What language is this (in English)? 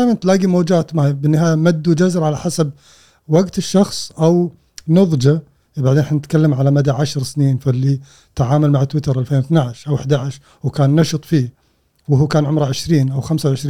Gulf Arabic